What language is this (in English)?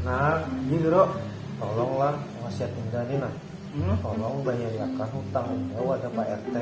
Banjar